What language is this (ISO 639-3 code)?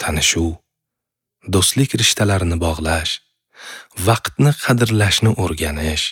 uzb